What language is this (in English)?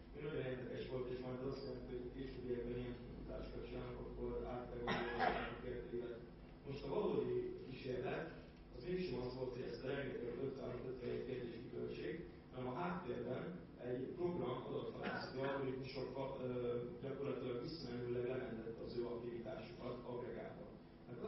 Hungarian